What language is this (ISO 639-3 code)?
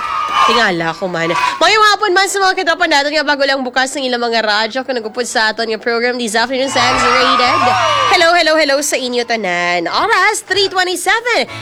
hil